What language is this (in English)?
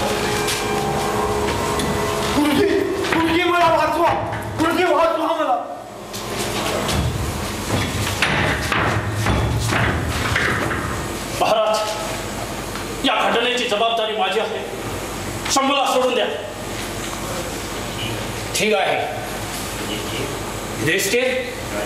Marathi